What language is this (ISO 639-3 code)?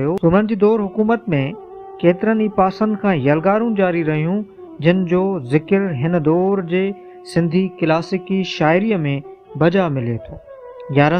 snd